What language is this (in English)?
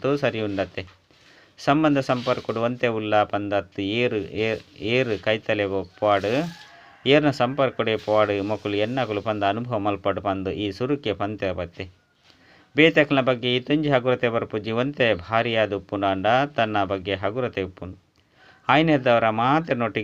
Tulu